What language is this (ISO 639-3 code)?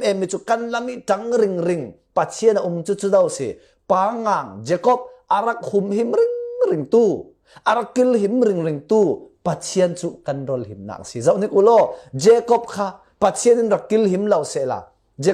cfm